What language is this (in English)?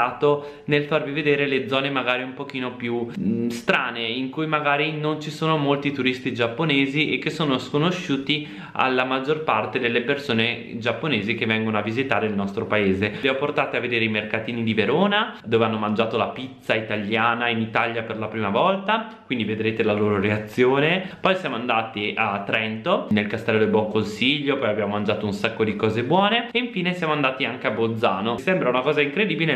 Italian